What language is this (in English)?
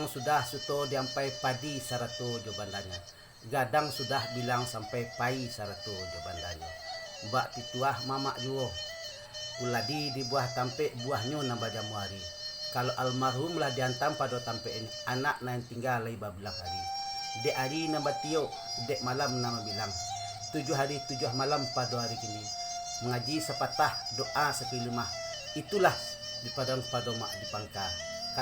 Minangkabau